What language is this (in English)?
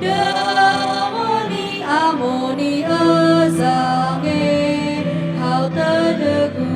Nias